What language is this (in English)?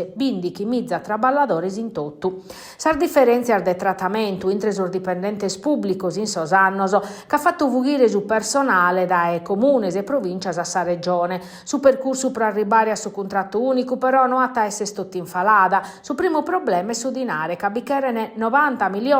Sardinian